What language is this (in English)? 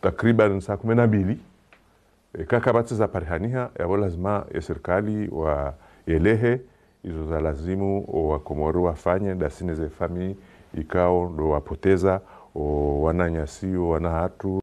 Ngazidja Comorian